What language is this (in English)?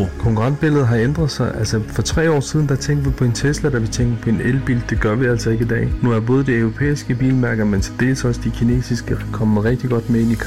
Danish